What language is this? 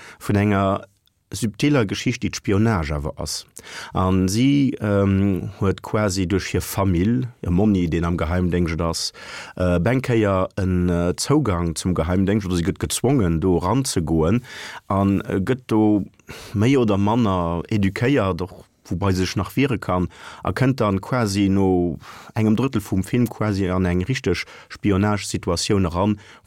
Luxembourgish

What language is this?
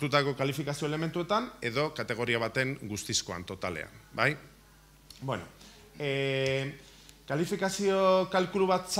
Basque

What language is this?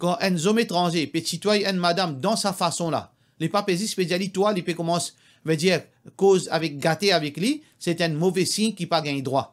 Morisyen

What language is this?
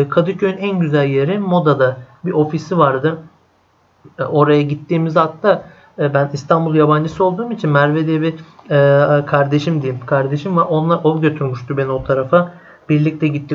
Turkish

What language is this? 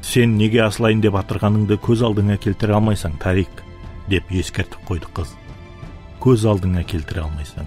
Kara-Kalpak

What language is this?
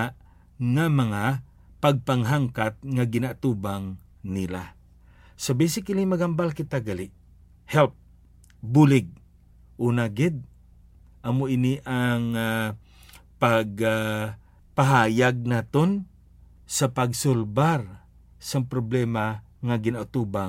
Hiligaynon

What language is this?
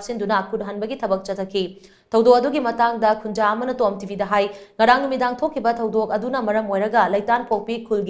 Manipuri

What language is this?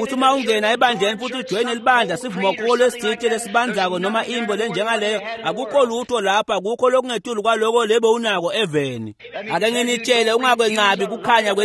Swati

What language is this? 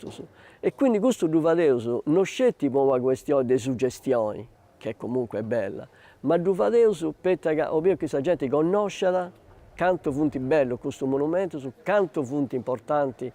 Sardinian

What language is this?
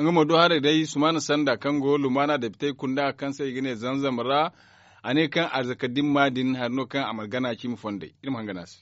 Zarma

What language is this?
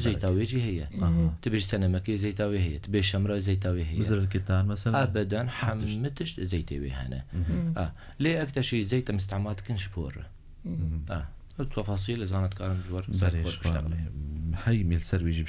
Kurdish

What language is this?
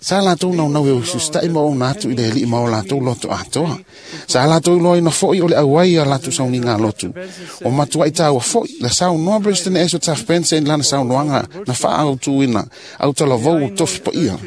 Samoan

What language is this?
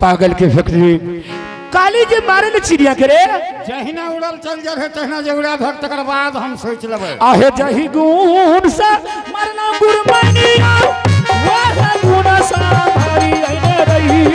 Angika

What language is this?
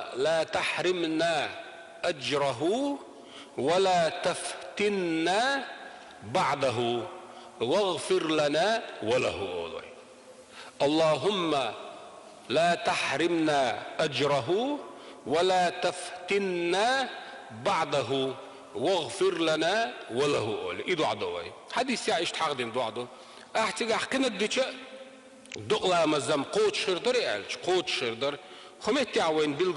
Chechen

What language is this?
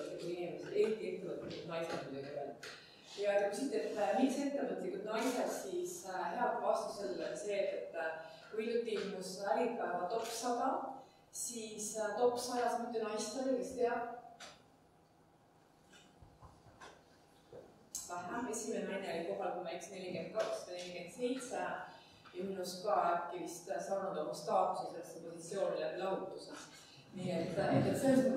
Estonian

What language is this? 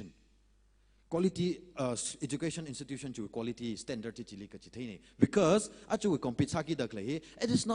Tangkhul Naga (India)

